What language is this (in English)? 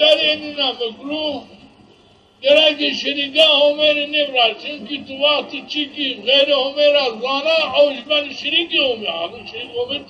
Zaza